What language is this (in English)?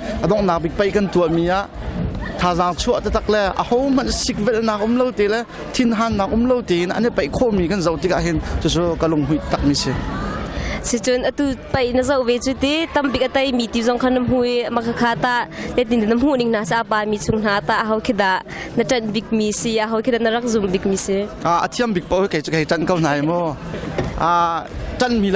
Hakha Chin